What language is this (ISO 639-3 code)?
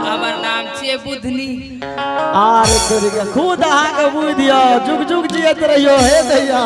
anp